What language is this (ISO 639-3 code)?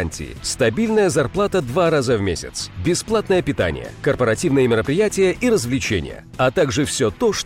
rus